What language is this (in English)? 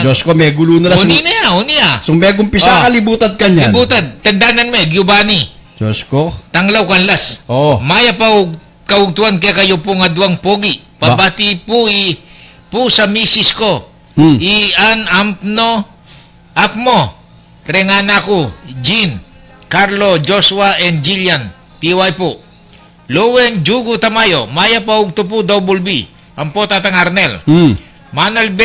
Pampanga